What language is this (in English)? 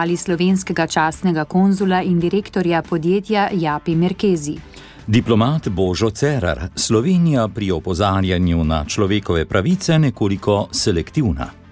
Slovenian